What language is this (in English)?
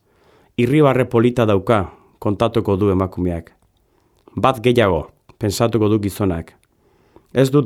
Basque